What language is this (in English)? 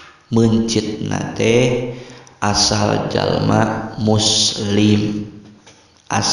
Sundanese